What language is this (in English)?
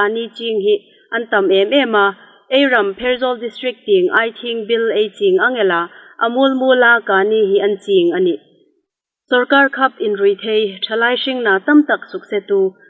Hmar